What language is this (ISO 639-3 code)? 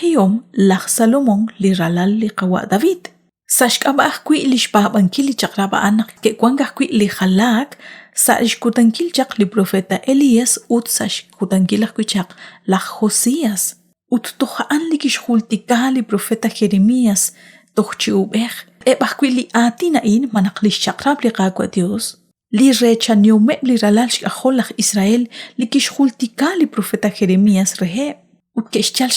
kek